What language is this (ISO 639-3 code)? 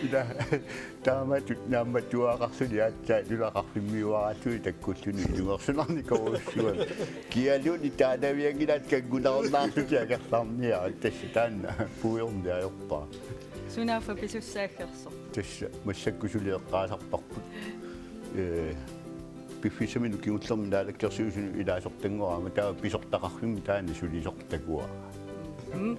kal